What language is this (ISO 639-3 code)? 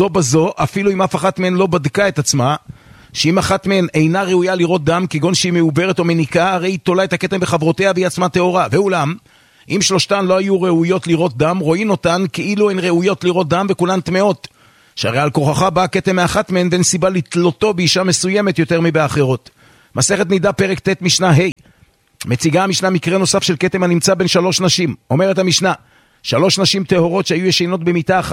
heb